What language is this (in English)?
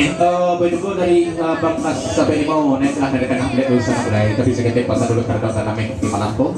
Minangkabau